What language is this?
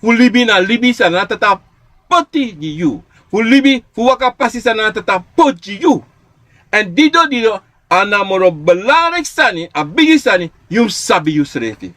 Sranan Tongo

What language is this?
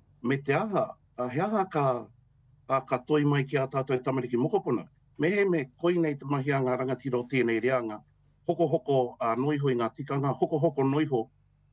Māori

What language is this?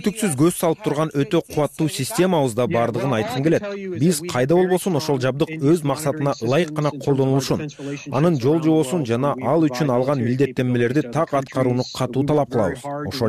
Kyrgyz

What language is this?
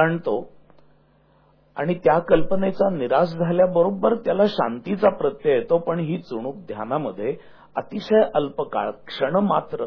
Marathi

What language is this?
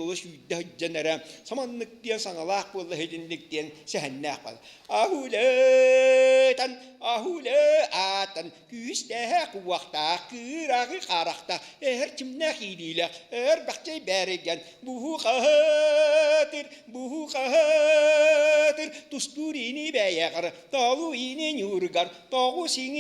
Yakut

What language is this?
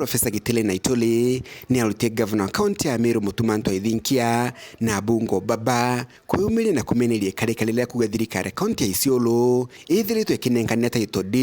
Meru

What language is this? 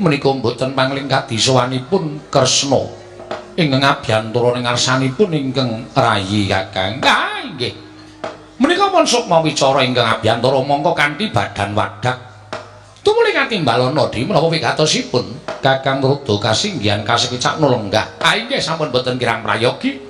Javanese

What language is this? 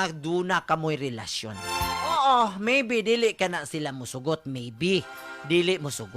Cebuano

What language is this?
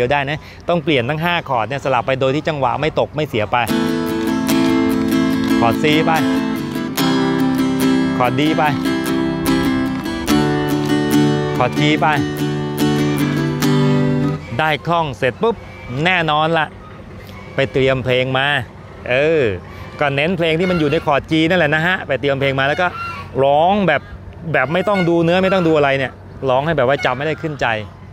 Thai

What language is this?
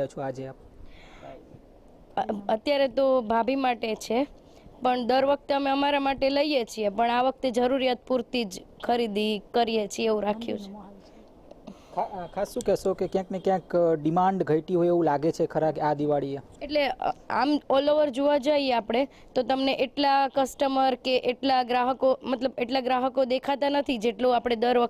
Gujarati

